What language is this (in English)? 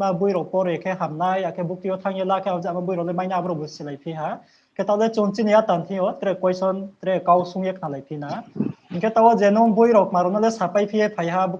Riang (India)